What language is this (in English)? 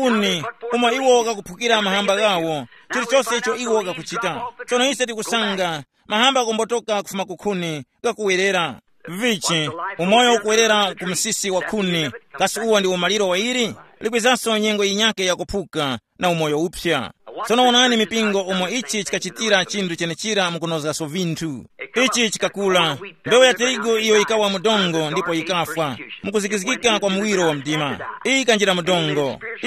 Tumbuka